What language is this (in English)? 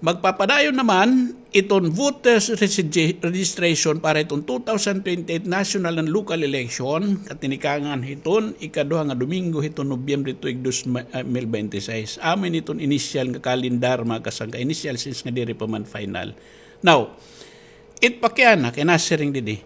Waray